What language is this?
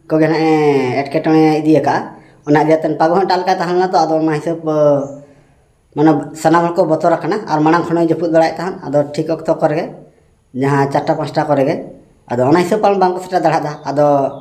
Santali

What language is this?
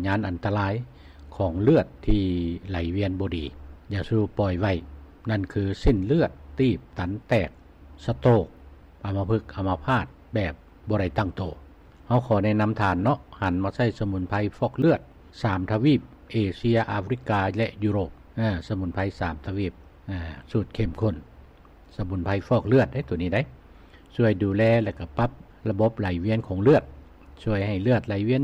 Lao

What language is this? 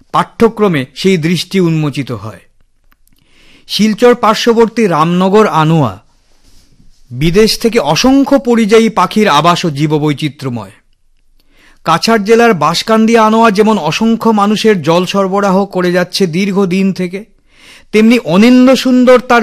Bangla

